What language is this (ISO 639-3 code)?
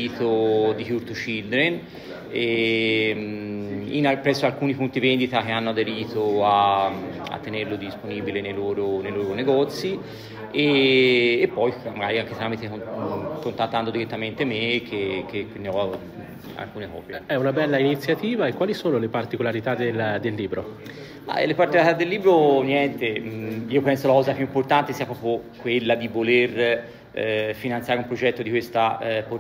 ita